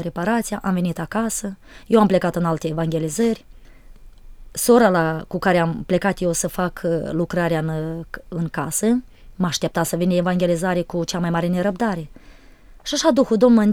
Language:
Romanian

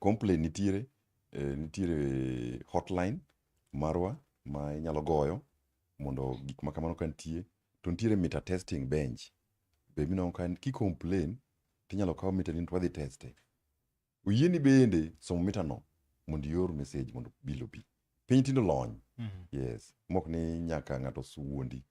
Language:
Luo (Kenya and Tanzania)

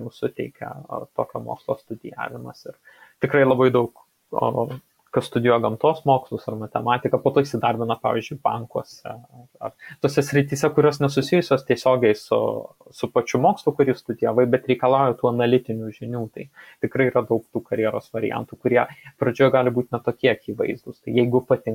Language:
Lithuanian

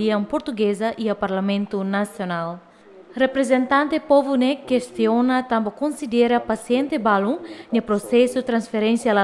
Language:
Tetum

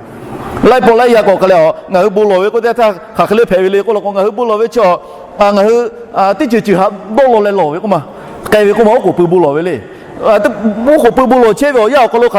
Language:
Lahu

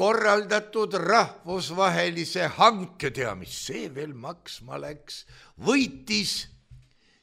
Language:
Estonian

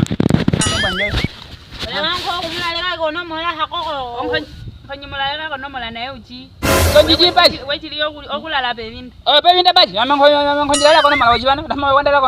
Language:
Nyaneka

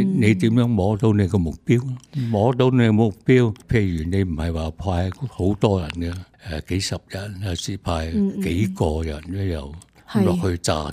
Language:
Cantonese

